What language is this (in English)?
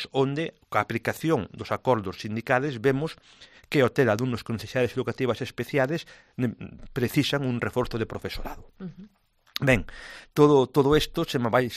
Galician